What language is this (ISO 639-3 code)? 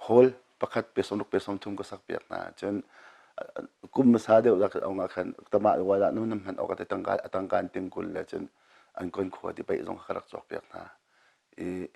cnh